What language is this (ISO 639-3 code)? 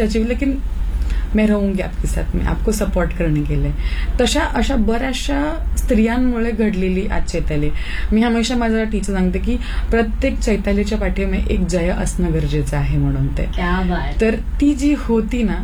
mar